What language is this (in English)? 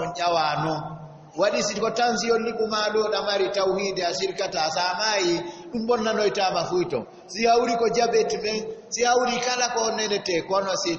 Fula